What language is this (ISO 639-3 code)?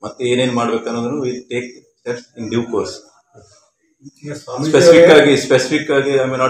kan